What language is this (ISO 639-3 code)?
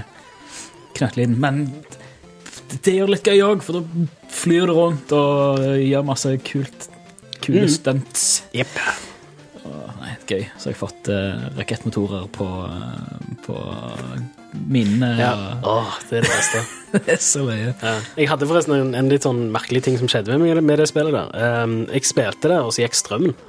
nor